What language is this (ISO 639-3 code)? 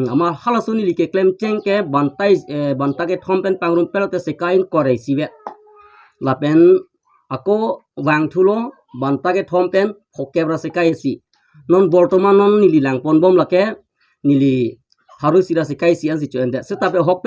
mjw